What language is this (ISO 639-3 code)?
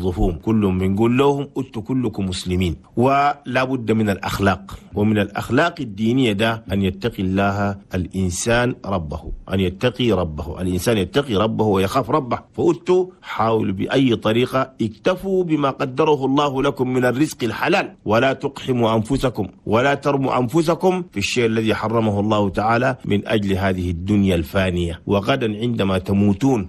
shu